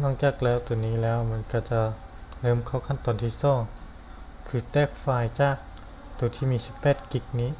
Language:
Lao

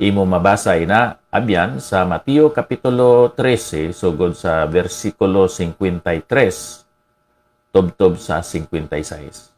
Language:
Hiligaynon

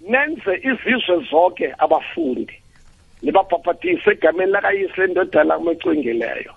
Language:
South Ndebele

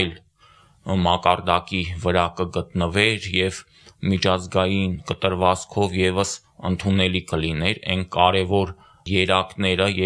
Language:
Armenian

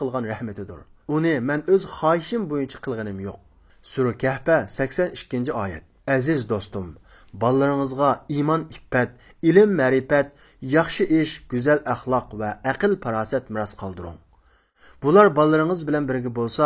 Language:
Uyghur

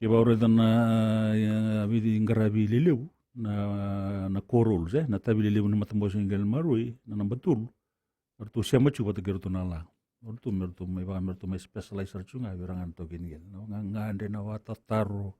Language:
Fijian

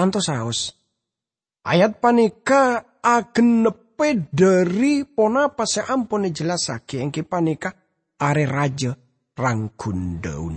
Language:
Madurese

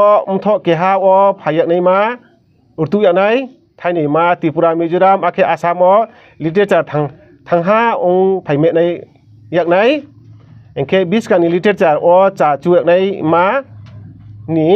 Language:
Riang (India)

